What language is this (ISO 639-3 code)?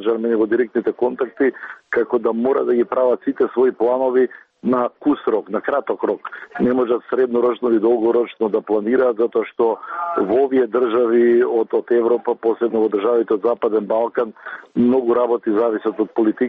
mkd